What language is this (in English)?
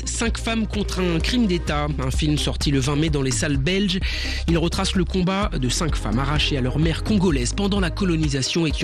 French